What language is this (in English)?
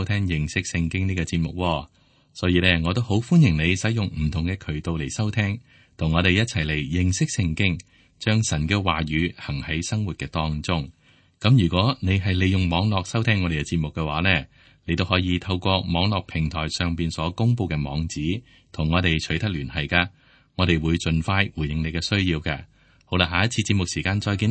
Cantonese